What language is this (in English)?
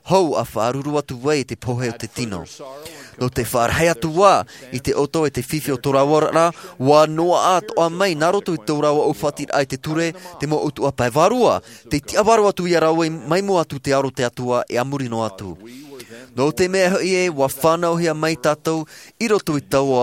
Tahitian